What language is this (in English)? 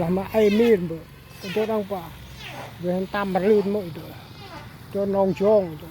Central Mnong